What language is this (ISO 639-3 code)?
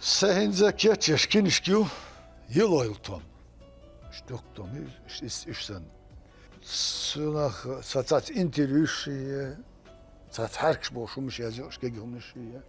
che